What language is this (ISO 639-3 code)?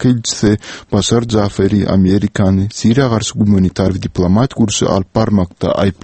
tuk